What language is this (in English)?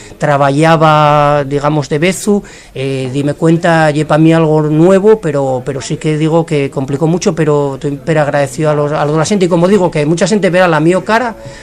Asturian